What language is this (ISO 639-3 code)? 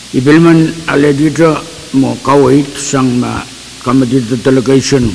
pon